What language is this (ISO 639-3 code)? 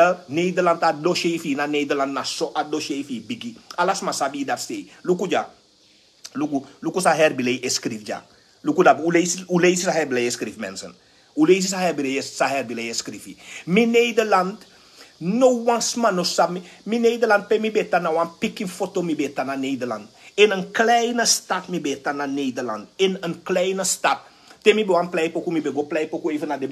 srn